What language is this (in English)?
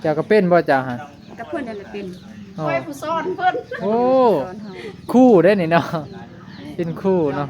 Northeastern Thai